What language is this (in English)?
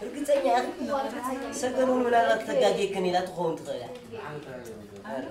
Tigrinya